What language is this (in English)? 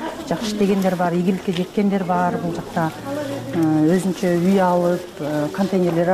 Kyrgyz